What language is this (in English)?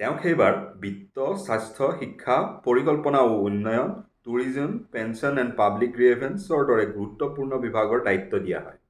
Assamese